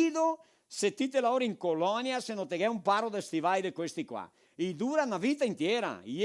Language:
Venetian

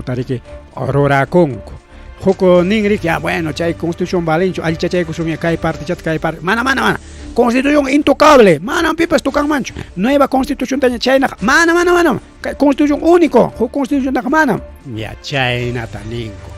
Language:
Ayacucho Quechua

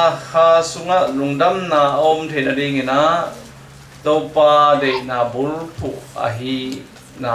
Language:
Tedim Chin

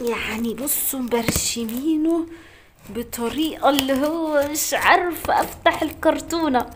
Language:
Egyptian Arabic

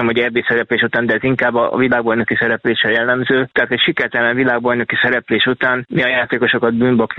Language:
Hungarian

